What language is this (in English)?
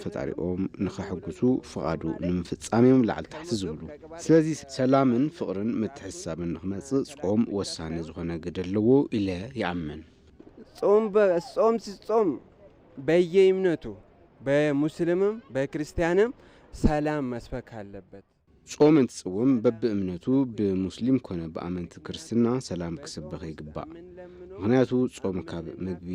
Tigrinya